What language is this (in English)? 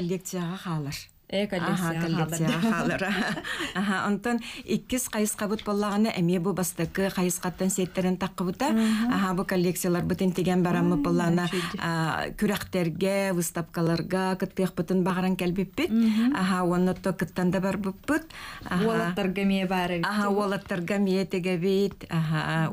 Yakut